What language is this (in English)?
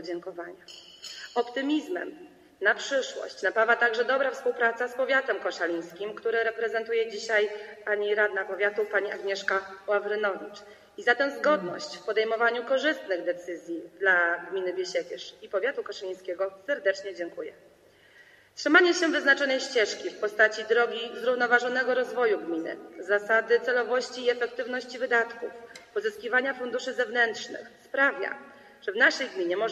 Polish